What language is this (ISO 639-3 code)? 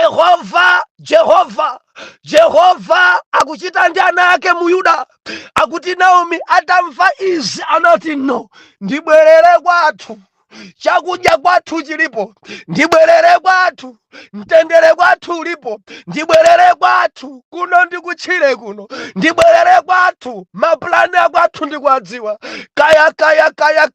nya